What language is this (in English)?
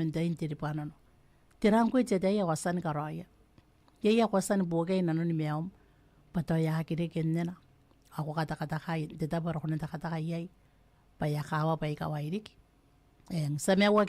Gilbertese